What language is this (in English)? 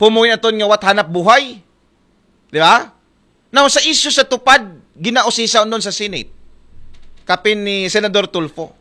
Aklanon